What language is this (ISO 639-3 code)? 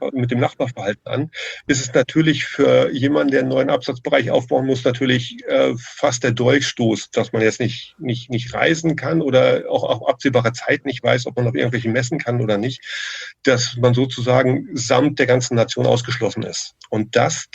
deu